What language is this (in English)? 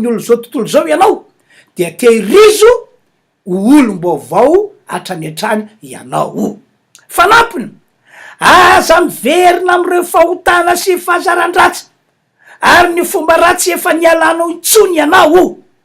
Malagasy